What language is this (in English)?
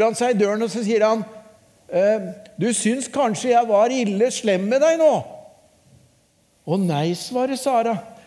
Norwegian